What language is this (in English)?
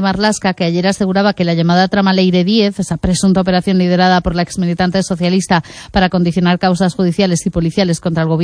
Spanish